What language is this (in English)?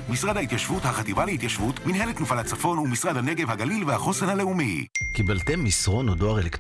Hebrew